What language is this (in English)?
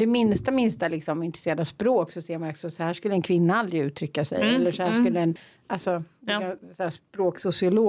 Swedish